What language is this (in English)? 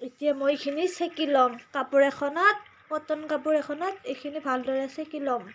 Assamese